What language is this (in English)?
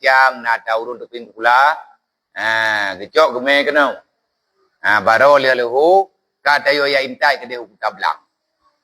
Achinese